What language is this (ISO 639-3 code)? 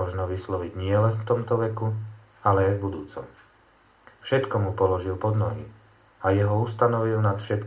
slk